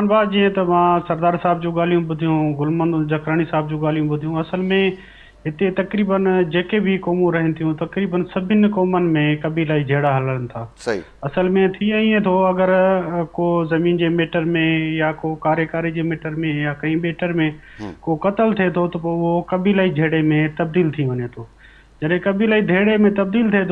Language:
Sindhi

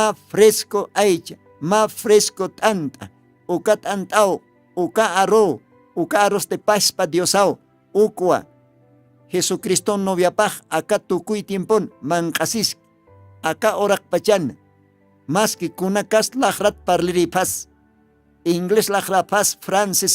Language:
Aymara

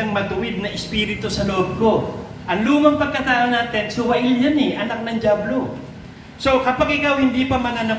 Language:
Filipino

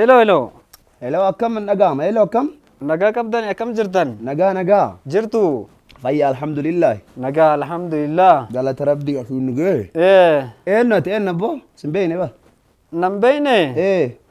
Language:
Oromo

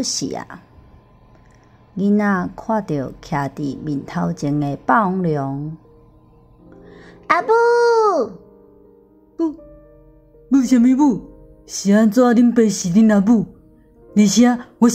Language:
Min Nan Chinese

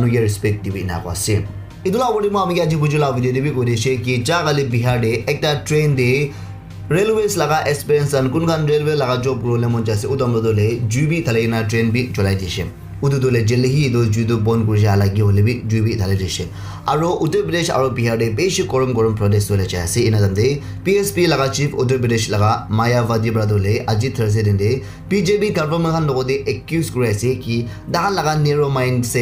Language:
Naga Pidgin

